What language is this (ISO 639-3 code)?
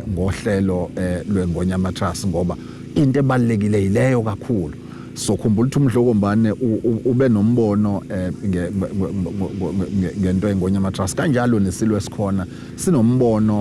zul